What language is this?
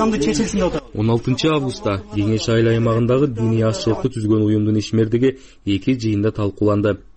Kyrgyz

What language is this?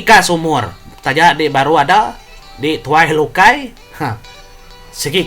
Iban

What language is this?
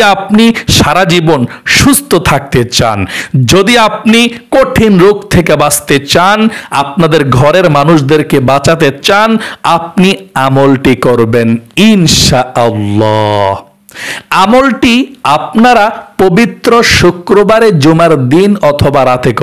Bangla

